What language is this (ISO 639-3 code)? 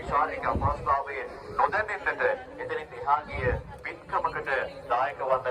sin